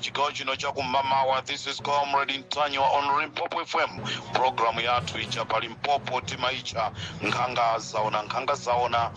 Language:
Nyanja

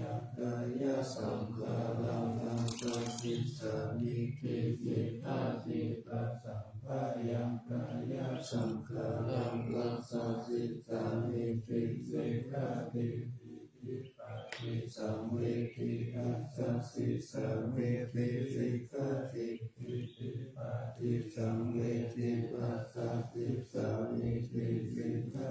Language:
Pali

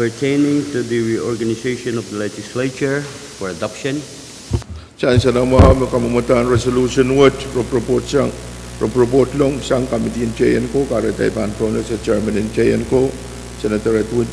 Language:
Pohnpeian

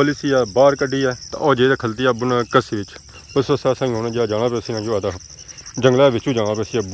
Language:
Pahari-Potwari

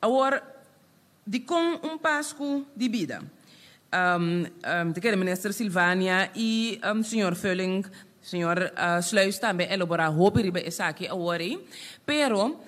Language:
Papiamento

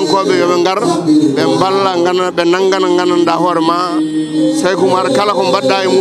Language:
Fula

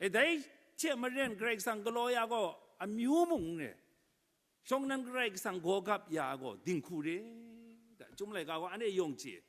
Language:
Kachin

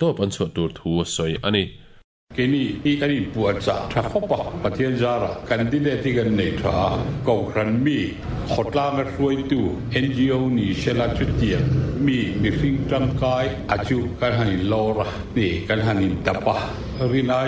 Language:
Mizo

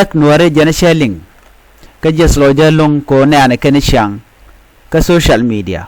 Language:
Nuer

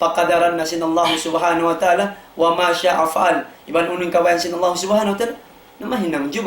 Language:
Tausug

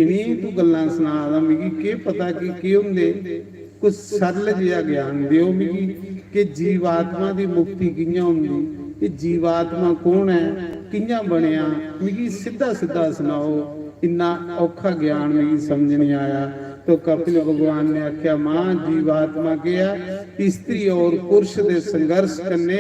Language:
Dogri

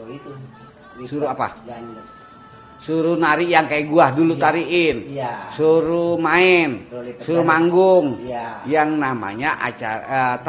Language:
Betawi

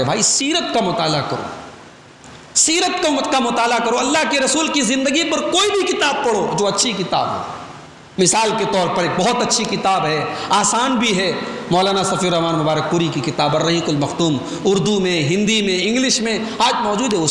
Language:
Urdu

